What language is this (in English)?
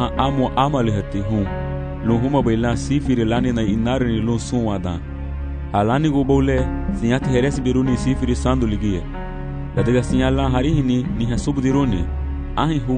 Garifuna